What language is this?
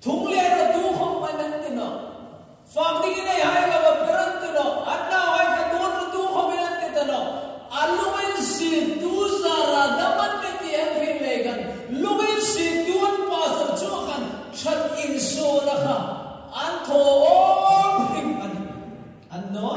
Hmar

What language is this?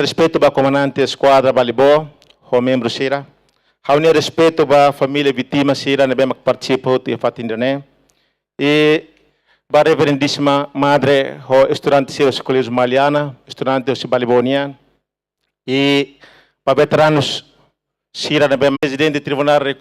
Tetum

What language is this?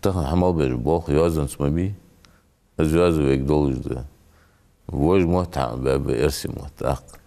Ingush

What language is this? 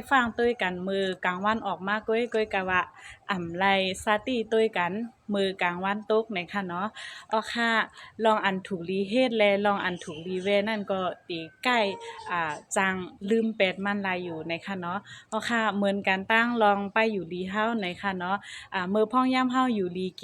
Shan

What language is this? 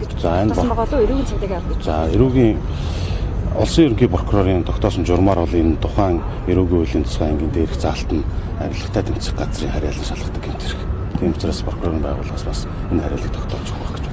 Mongolian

